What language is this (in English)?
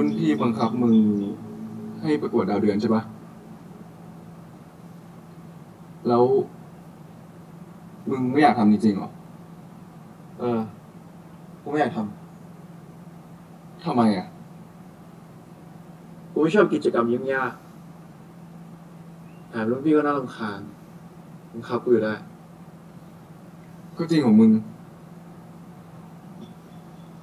Thai